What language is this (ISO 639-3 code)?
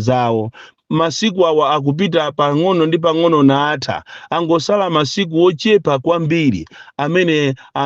nya